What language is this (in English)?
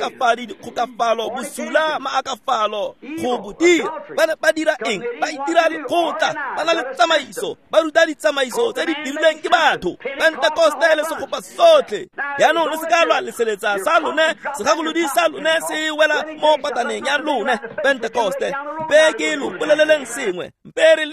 Tswana